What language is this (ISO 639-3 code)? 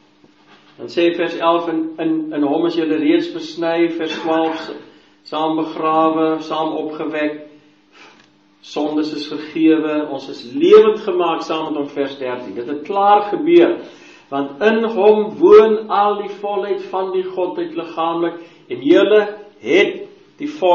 afr